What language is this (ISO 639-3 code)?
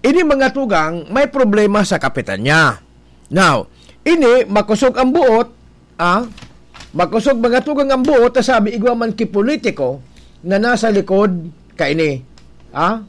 bik